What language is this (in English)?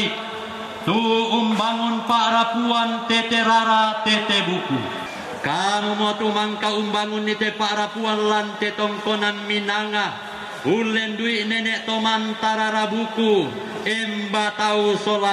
Toraja-Sa'dan